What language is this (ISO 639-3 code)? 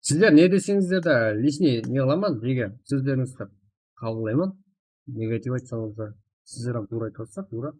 kaa